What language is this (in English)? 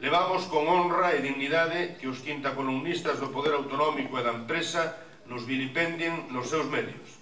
Galician